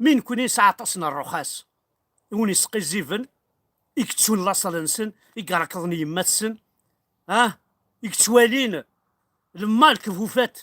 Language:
Kabyle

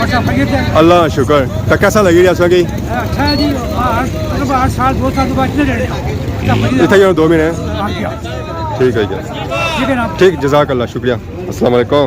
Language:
Pahari-Potwari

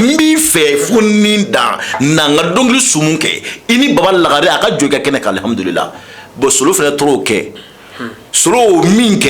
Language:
Bambara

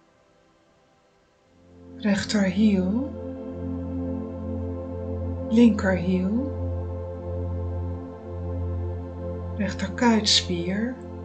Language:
Dutch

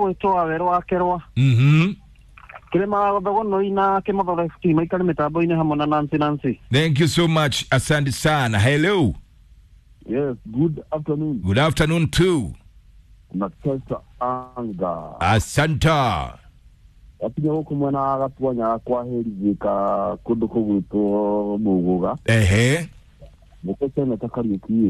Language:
Kikuyu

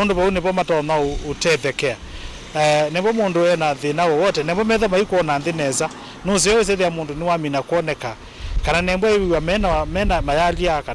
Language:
Kamba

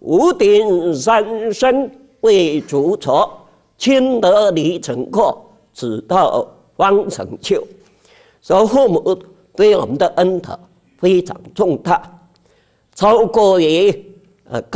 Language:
Chinese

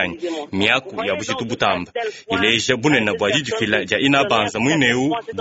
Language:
Luba-Lulua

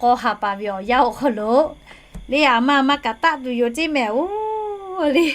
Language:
Lahu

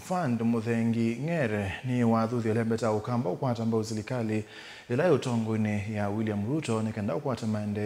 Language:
Kamba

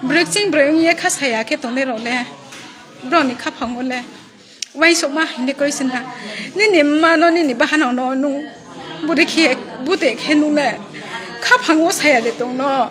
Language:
Riang (India)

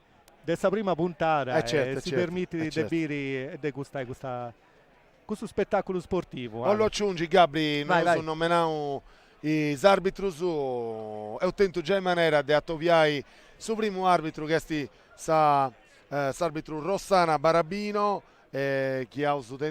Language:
Sardinian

